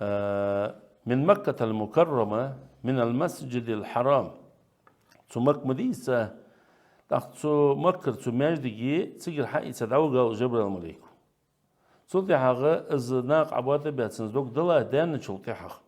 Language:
Ingush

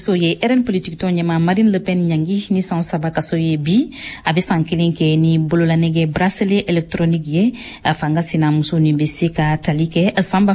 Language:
Bambara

